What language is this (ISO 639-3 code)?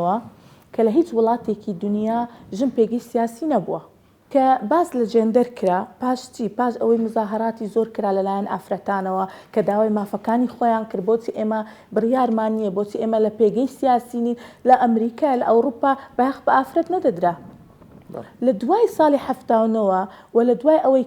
ckb